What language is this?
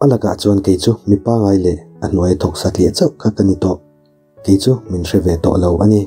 Mizo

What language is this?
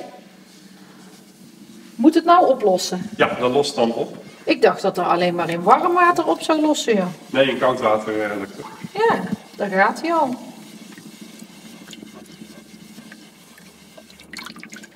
Dutch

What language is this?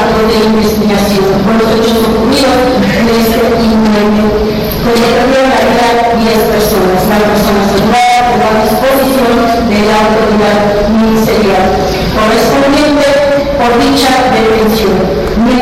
Spanish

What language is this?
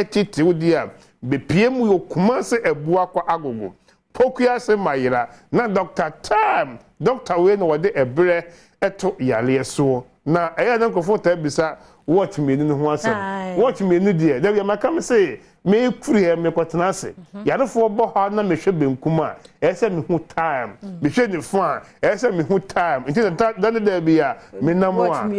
Akan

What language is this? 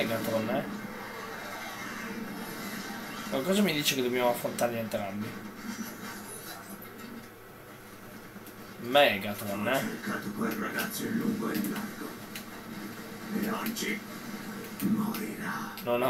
Italian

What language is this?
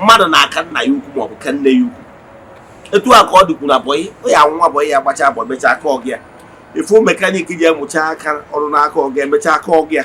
Igbo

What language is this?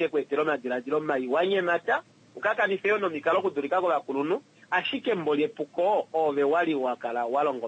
Kuanyama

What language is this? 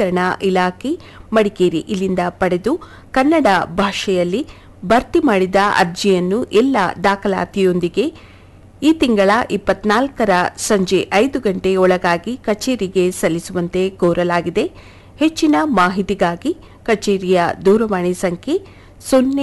Kannada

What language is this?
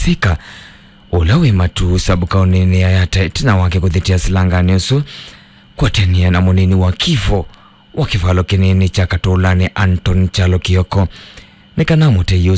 Kamba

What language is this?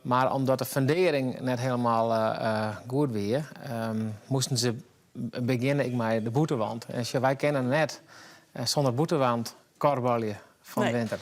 Western Frisian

